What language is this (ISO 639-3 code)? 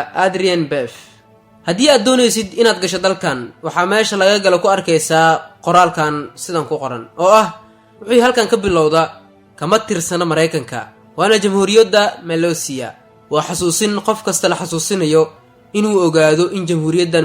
som